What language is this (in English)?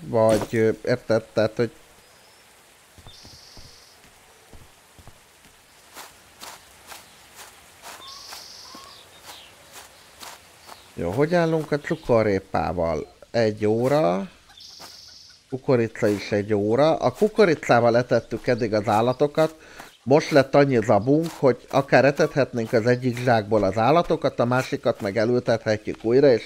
Hungarian